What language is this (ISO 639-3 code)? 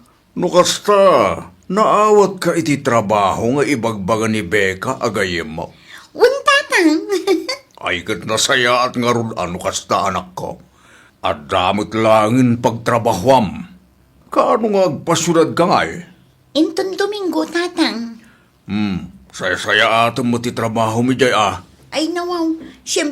ilo